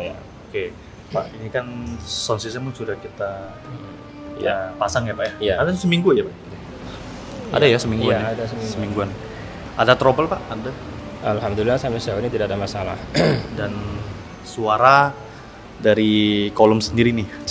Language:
Indonesian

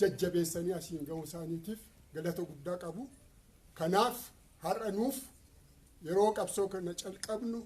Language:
Oromo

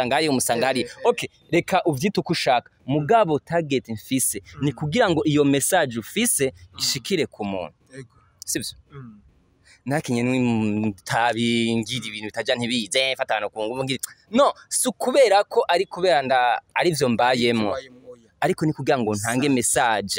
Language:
Rundi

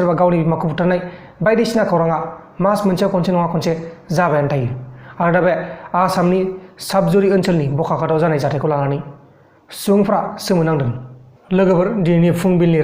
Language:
Bodo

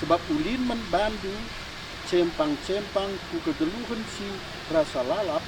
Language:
Batak Karo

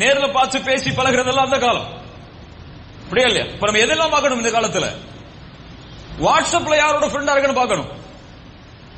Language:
Tamil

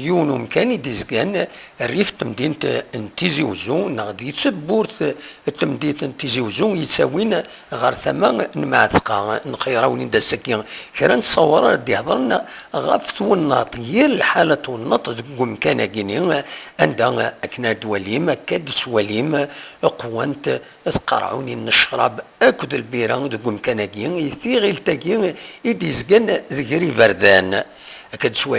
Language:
Kabyle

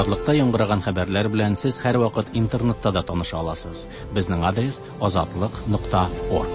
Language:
Tatar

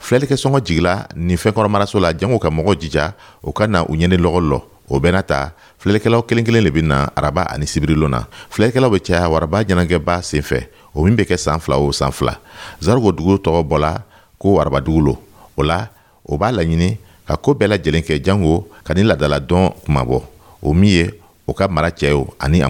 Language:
Dyula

